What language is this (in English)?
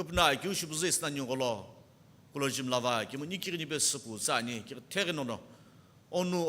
Sumi Naga